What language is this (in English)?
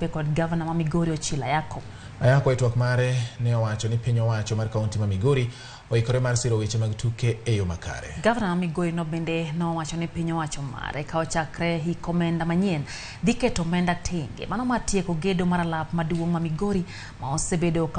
Luo (Kenya and Tanzania)